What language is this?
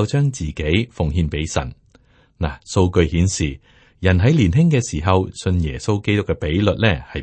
Cantonese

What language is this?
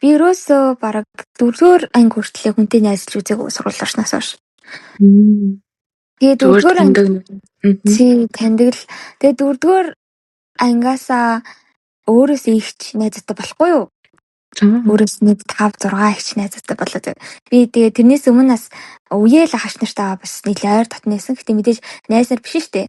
Mongolian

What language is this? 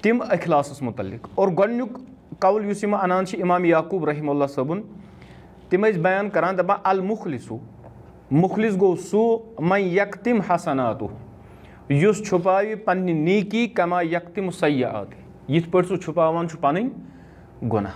Kashmiri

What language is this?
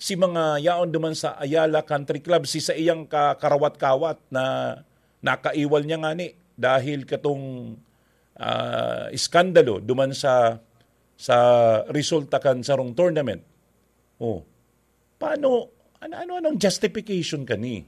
Bikol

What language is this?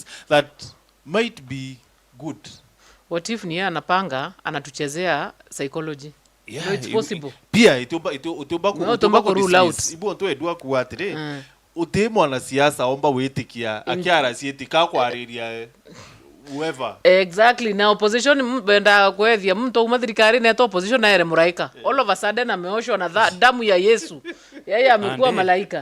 Meru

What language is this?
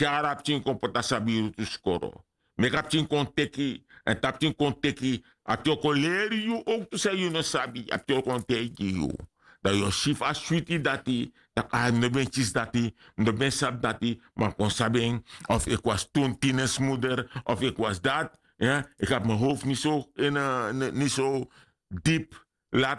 Sranan Tongo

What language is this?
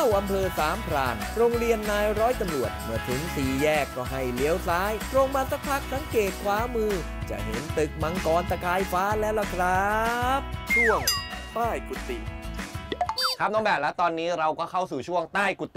Thai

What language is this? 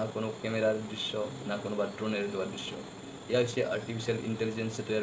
Assamese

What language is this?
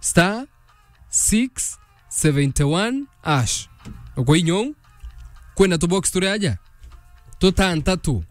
Meru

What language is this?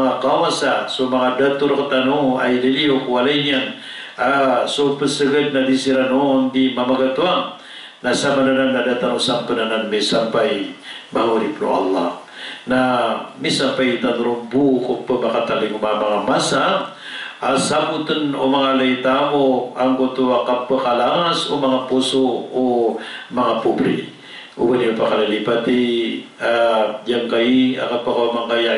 Maranao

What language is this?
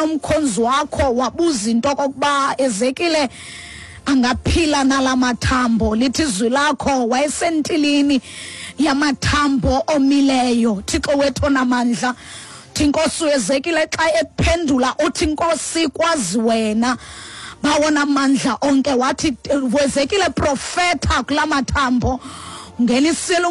Xhosa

